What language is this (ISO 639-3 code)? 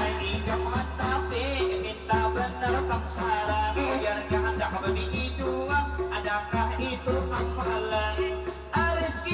bjn